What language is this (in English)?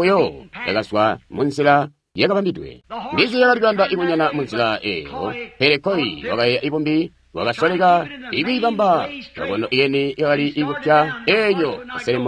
Tonga (Zambia)